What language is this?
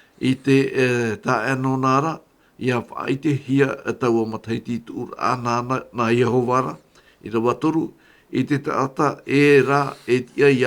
Tahitian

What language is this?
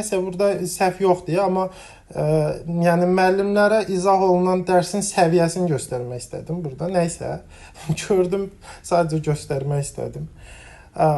Azerbaijani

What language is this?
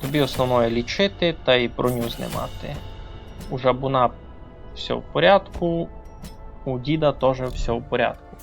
Rusyn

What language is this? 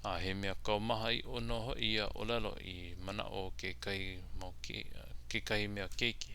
Hawaiian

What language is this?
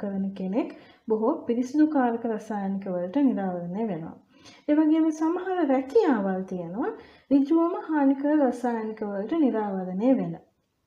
Sinhala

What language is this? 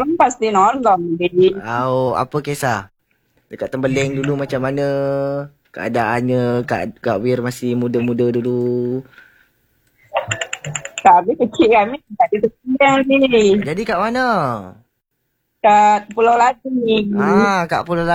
Malay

